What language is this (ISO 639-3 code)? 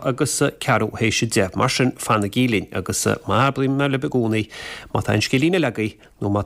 gle